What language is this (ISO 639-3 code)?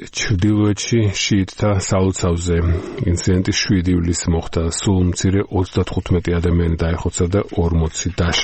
kat